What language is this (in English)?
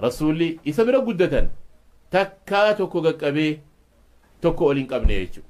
Oromo